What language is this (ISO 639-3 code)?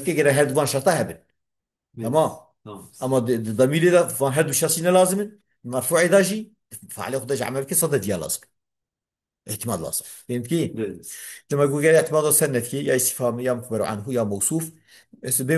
kur